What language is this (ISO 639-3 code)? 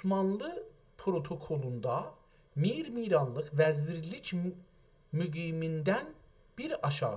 azb